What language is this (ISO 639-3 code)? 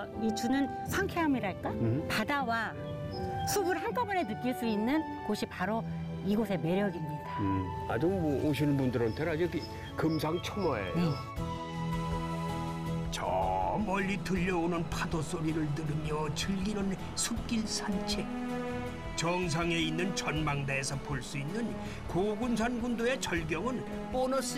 kor